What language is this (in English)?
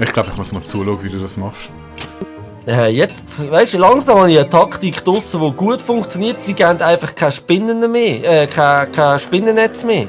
Swiss German